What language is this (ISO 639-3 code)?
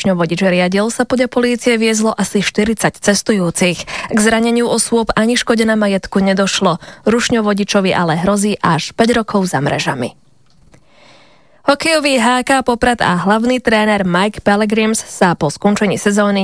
slk